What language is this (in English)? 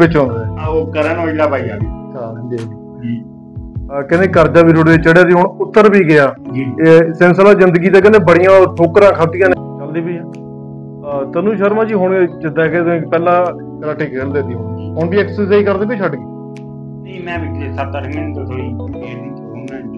Punjabi